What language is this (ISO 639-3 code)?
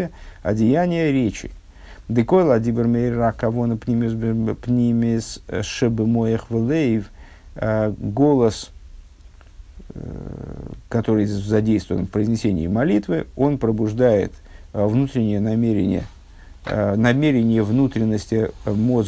rus